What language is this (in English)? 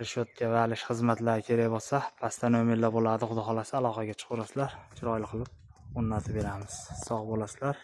Uzbek